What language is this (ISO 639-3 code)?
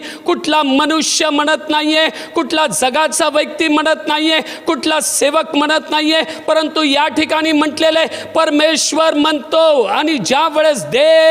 mar